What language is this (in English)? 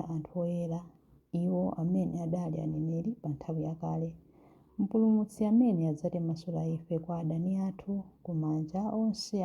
Nyanja